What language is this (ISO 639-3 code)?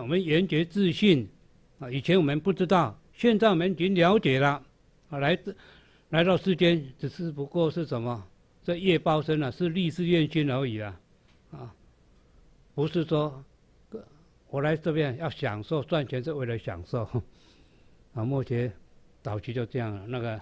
zho